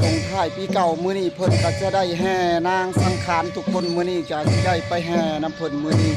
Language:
Northeastern Thai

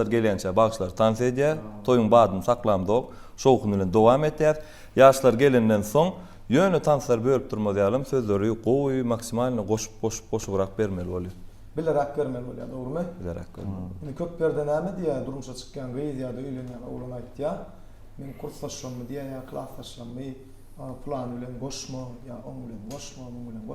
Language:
Turkmen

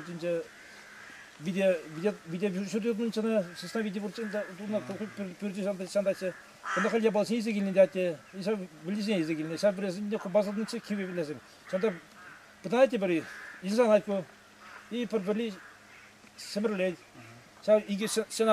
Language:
Chuvash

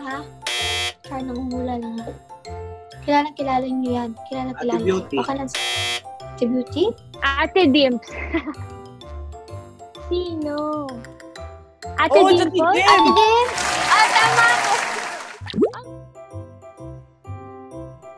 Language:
Filipino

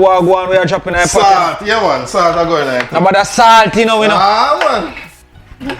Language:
Jamaican Creole English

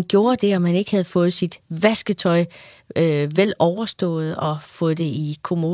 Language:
Danish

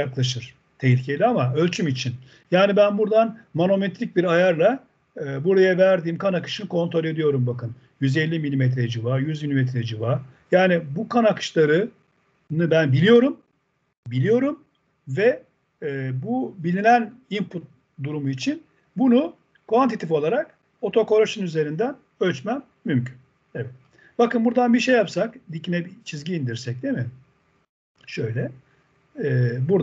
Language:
Turkish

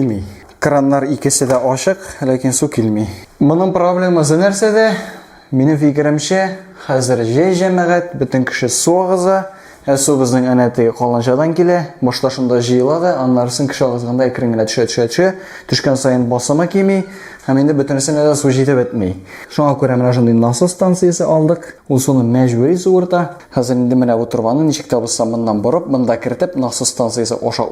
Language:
Tatar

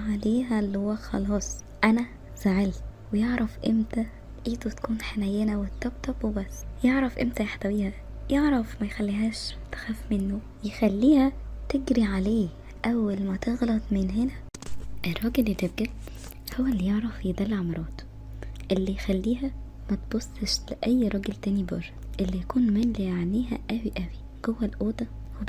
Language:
Egyptian Arabic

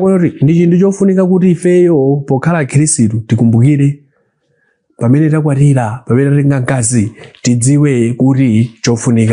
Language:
Nyanja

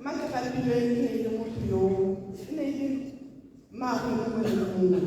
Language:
Tswana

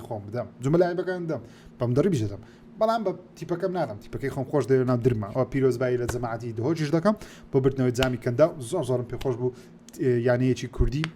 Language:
Central Kurdish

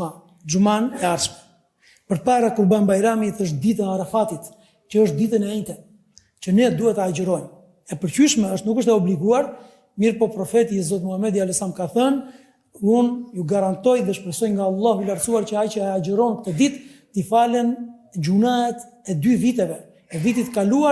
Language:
Albanian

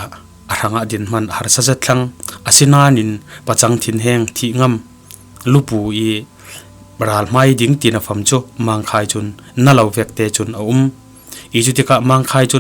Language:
Falam Chin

